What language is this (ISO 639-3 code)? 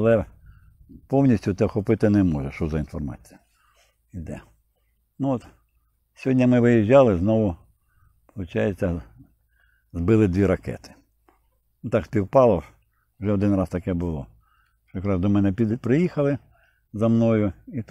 ukr